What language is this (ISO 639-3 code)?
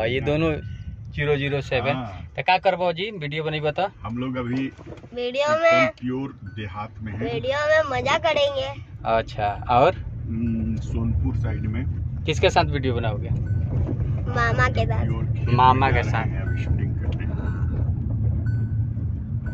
bho